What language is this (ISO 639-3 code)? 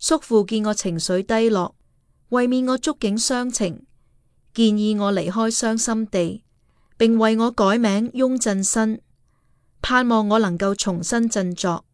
yue